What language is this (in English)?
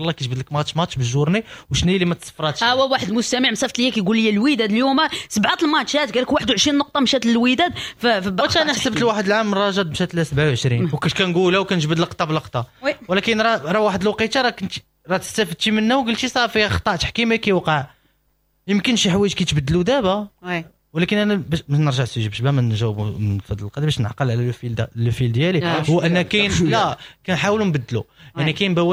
Moroccan Arabic